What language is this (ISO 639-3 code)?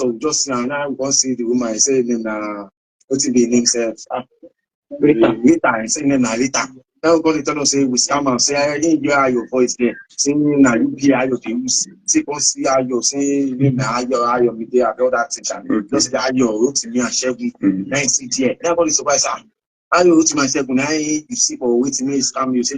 pcm